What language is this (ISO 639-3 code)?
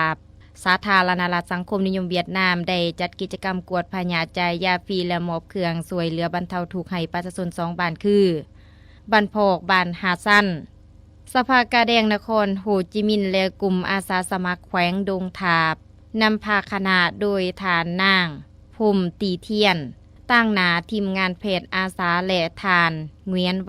lao